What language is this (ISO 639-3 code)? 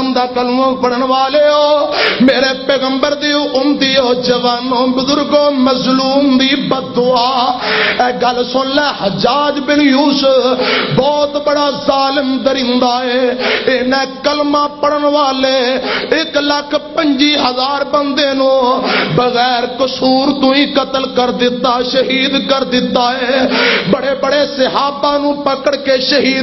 lah